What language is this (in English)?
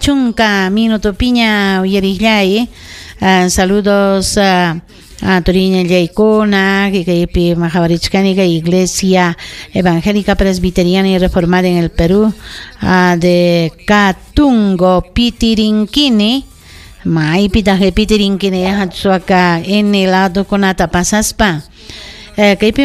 Ayacucho Quechua